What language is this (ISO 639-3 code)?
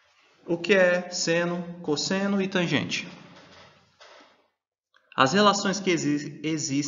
por